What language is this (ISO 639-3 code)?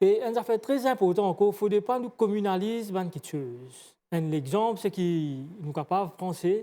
mfe